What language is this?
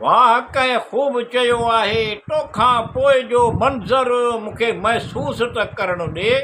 Sindhi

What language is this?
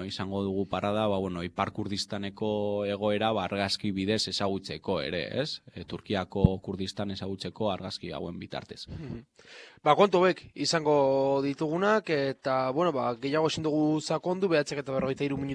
Basque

